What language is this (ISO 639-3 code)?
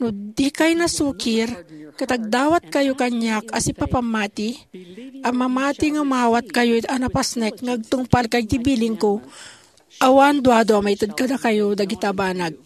ilo